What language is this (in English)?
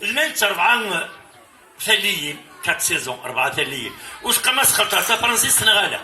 Kabyle